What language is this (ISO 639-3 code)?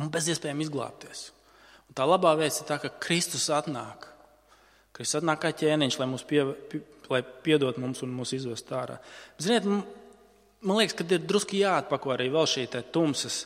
lav